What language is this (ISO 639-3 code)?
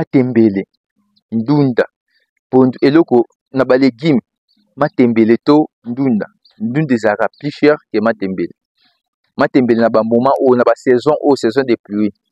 lin